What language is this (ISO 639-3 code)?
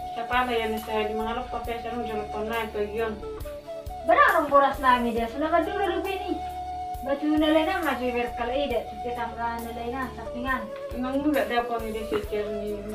bbc